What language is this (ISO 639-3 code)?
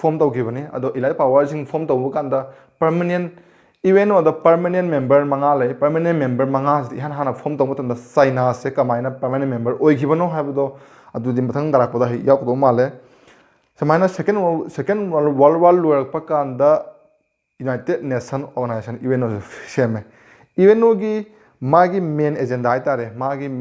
mni